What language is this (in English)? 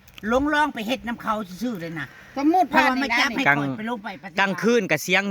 Northeastern Thai